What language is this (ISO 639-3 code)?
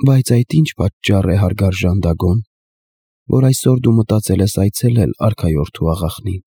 hye